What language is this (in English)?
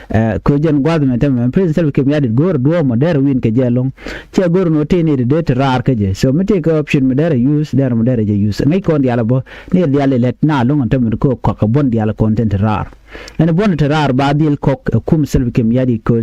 Nuer